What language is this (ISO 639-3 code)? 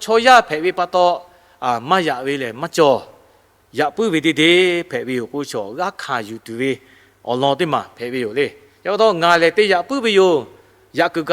lhu